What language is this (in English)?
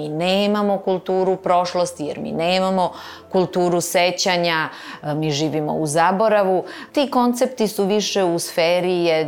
Serbian